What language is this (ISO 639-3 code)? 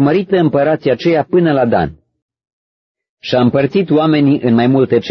ron